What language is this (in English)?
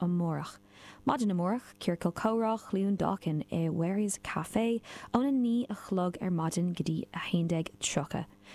Irish